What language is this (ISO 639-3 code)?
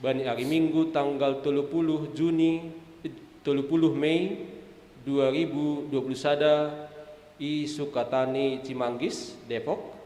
bts